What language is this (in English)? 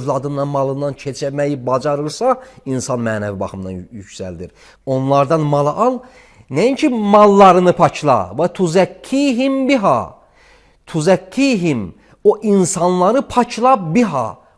Azerbaijani